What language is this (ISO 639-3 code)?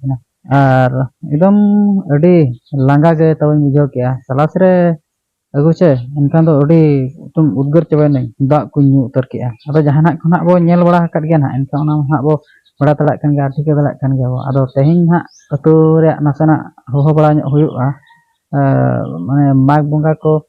sat